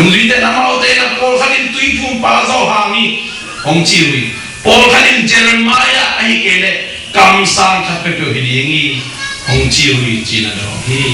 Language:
Tedim Chin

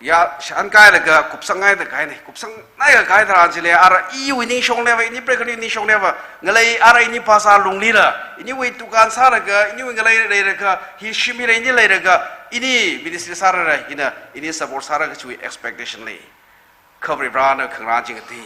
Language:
Tangkhul Naga (India)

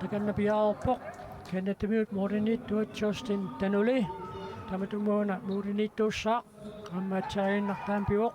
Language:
Kalaallisut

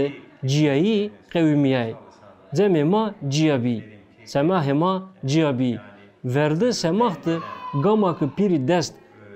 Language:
Zaza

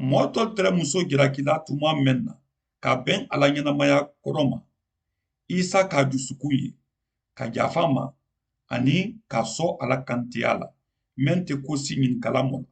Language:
Mandingo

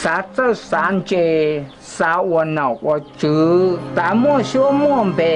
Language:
Hmong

